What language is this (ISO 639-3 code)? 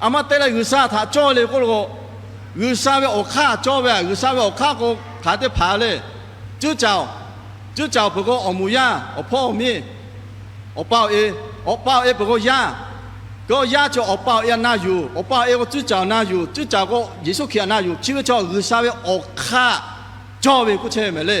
lhu